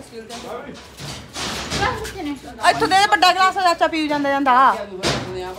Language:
Punjabi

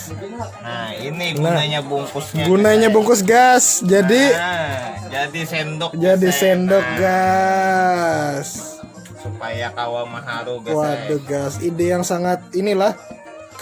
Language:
Banjar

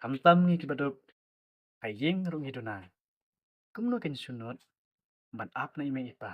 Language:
Khasi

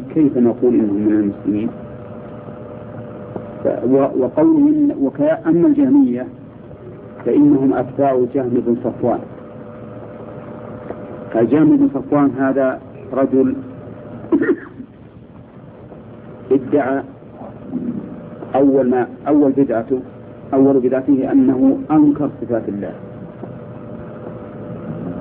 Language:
Arabic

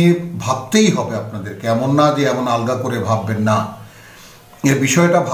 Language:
Bangla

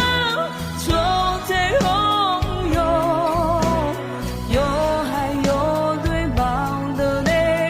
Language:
Akha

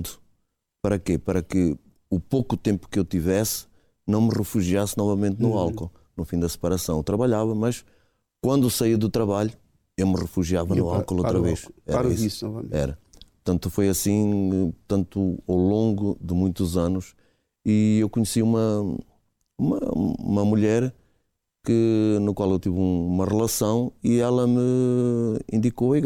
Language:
Portuguese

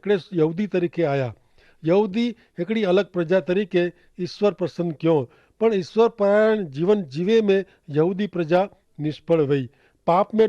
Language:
Kachhi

